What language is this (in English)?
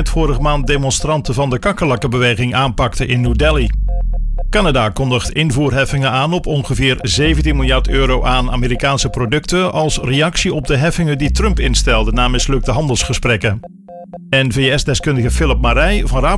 Dutch